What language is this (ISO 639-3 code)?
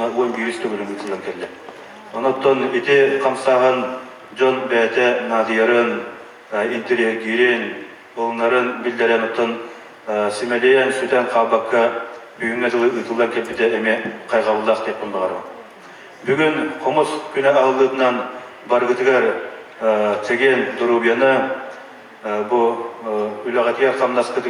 sah